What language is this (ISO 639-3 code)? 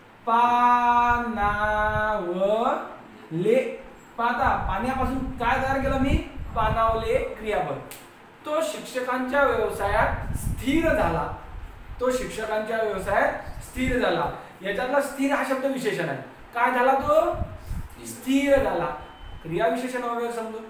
mar